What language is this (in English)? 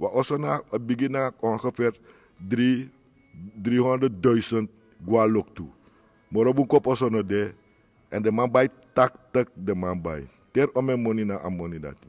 Sranan Tongo